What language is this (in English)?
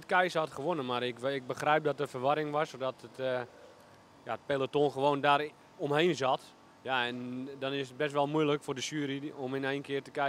Dutch